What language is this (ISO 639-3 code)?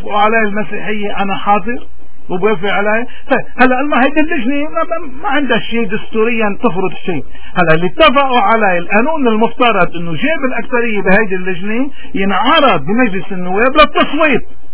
apc